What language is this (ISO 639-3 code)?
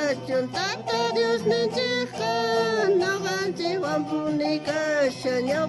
quh